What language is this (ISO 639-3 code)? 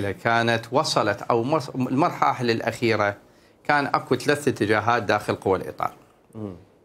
acm